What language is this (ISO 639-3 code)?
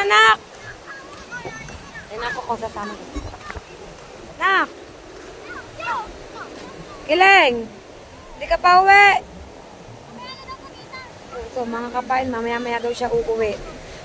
fil